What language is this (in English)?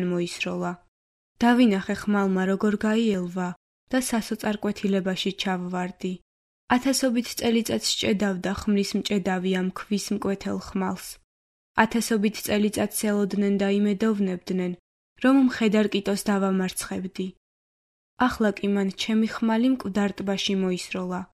Georgian